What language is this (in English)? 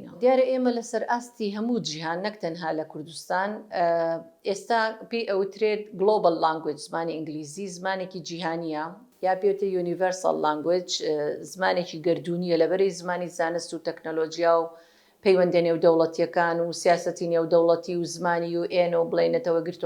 Central Kurdish